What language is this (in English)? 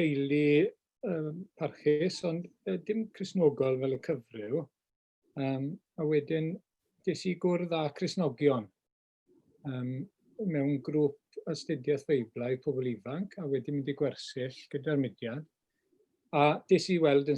Welsh